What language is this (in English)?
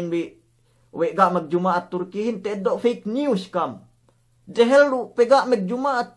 Yakan